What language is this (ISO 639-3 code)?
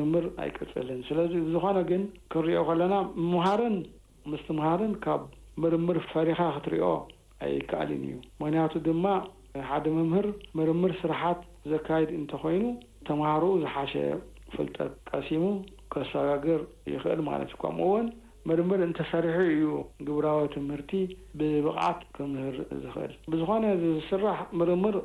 tir